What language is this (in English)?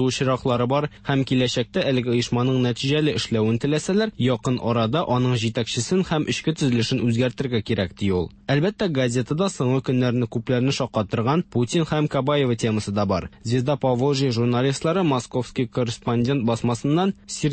Tatar